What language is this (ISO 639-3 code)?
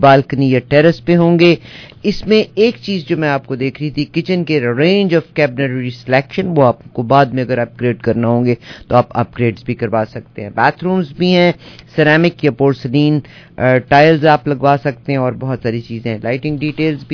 urd